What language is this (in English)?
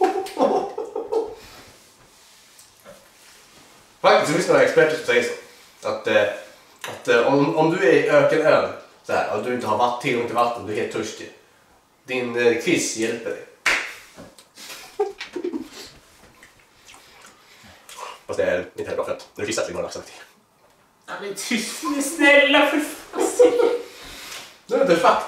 Swedish